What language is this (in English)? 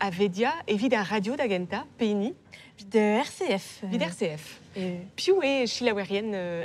Breton